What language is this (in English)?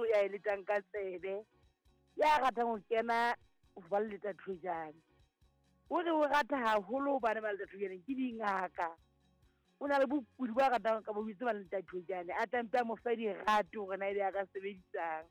Southern Sotho